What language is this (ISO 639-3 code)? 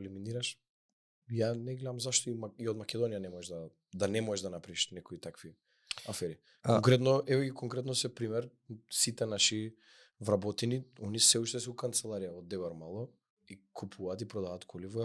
mkd